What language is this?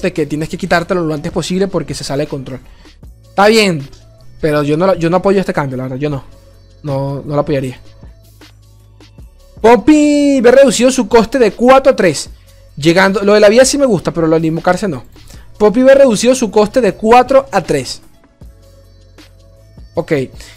Spanish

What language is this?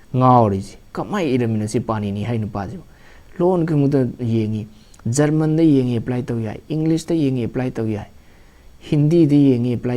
Manipuri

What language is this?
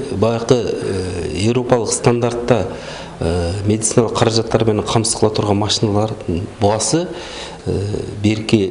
Kyrgyz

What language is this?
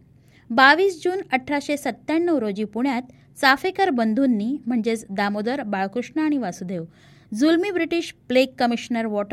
Marathi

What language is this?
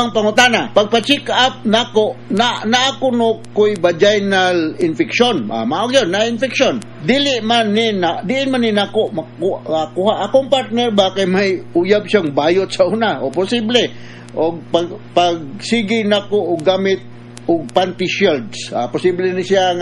Cebuano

